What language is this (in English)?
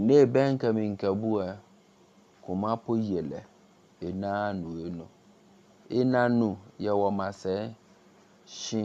Akan